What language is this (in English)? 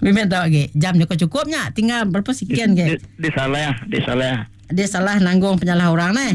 Iban